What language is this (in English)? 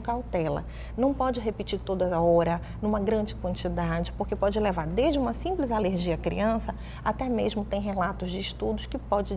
Portuguese